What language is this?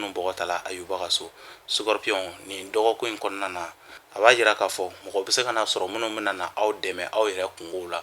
Bambara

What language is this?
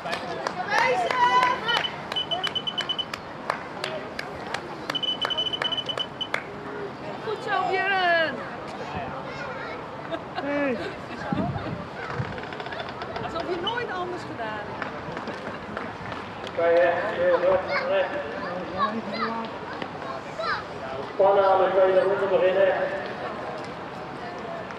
Dutch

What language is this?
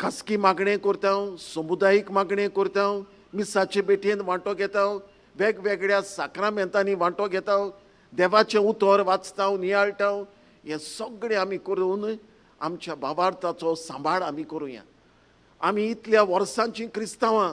Konkani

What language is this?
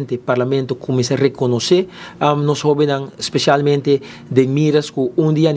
Papiamento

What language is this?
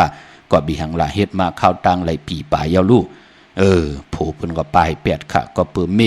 Shan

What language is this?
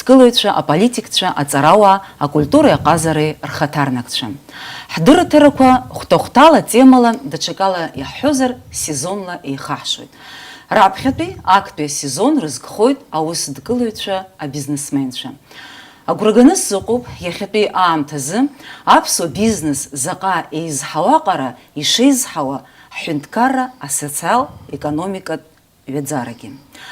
Abkhazian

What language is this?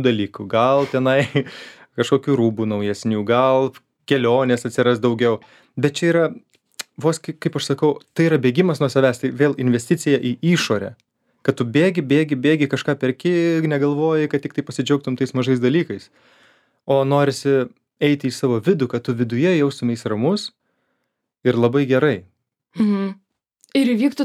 Lithuanian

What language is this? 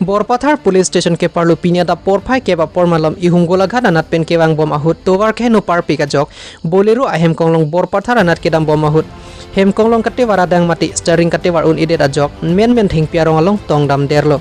Karbi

